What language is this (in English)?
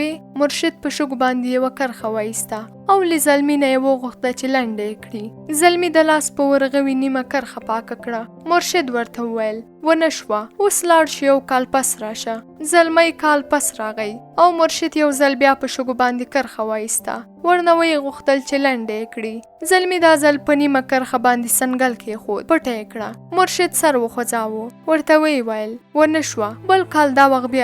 Pashto